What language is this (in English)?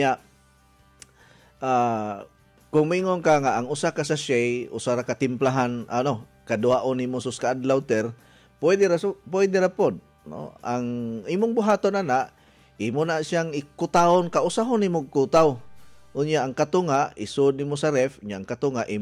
Cebuano